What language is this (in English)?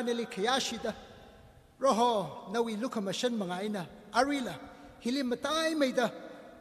Tangkhul Naga (India)